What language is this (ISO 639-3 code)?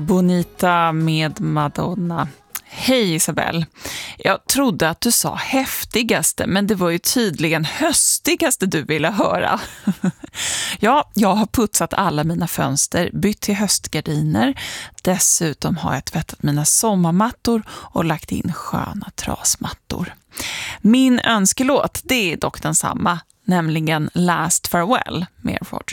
swe